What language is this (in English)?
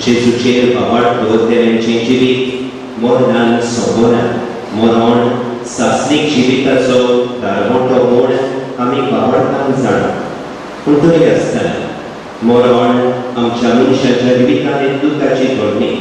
Konkani